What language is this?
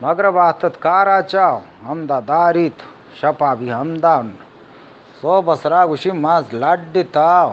Eastern Balochi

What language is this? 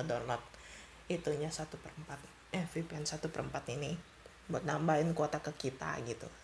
Indonesian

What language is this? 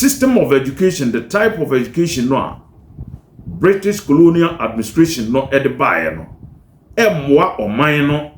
Akan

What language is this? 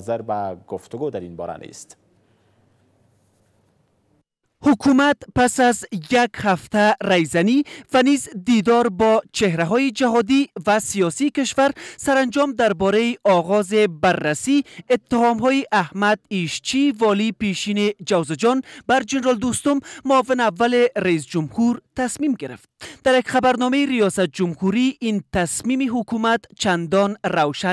Persian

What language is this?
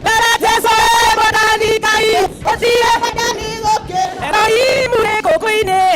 Kikuyu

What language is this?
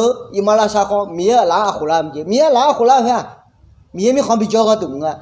Akha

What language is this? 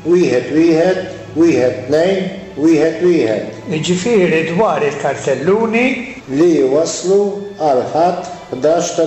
Maltese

